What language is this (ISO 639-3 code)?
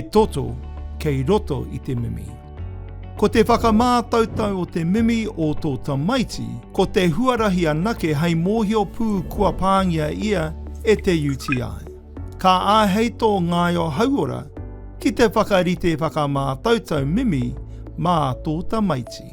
mri